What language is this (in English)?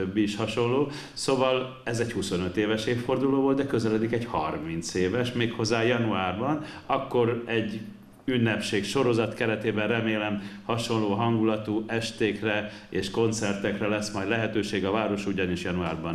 Hungarian